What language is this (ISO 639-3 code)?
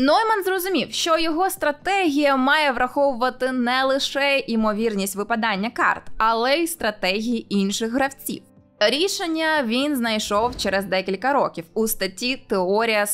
ukr